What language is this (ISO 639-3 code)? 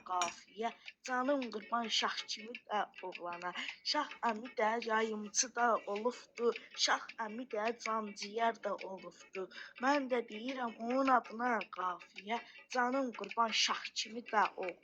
aze